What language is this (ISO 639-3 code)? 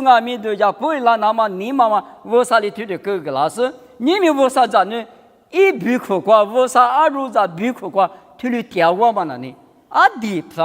lis